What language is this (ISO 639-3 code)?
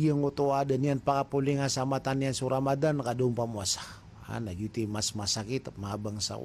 mrw